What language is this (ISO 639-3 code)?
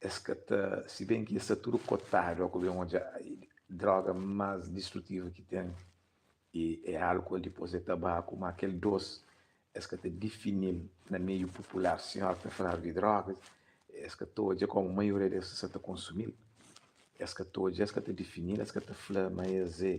kea